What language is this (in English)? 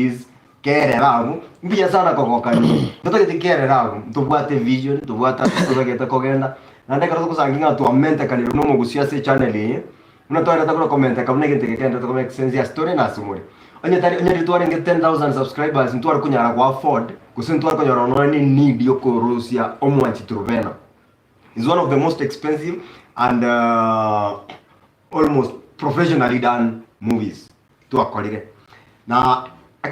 Gusii